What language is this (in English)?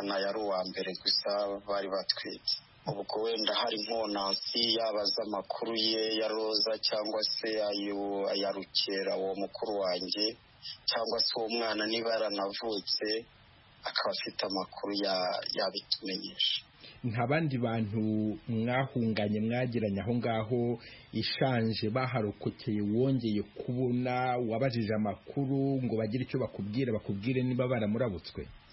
Kinyarwanda